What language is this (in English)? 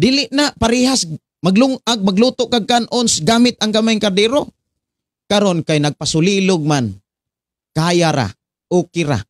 Cebuano